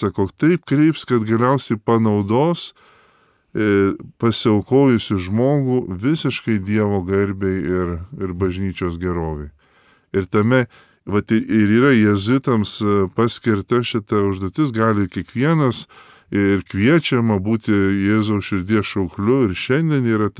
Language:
Lithuanian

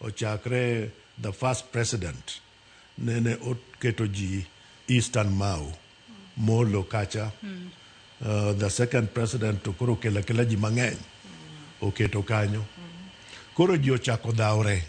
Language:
Luo (Kenya and Tanzania)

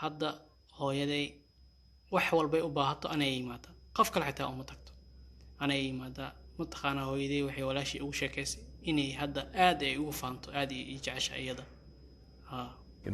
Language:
Somali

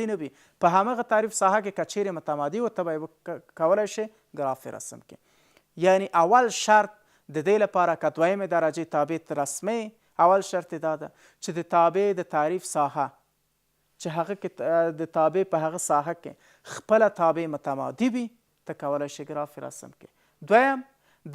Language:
Pashto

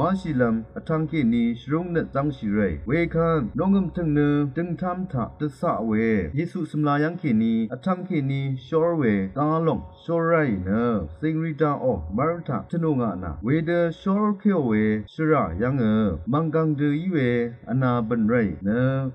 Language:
Rawang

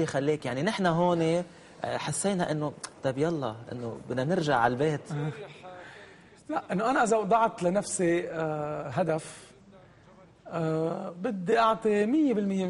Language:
North Levantine Arabic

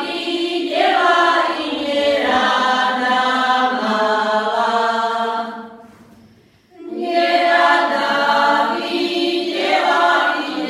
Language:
Slovak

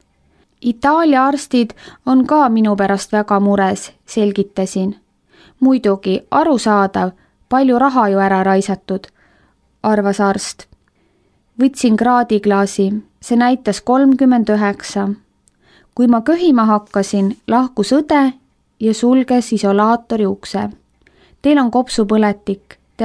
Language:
Estonian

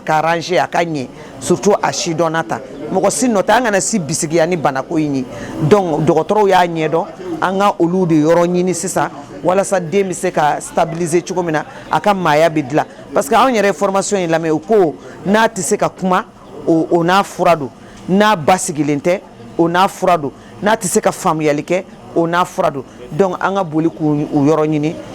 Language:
Bambara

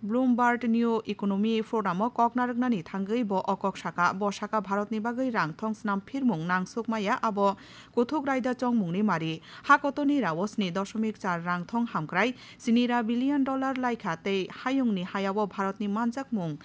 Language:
Kok Borok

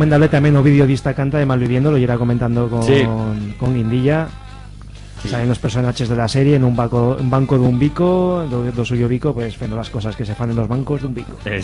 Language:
Aragonese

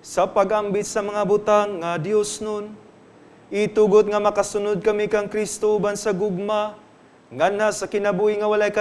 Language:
Cebuano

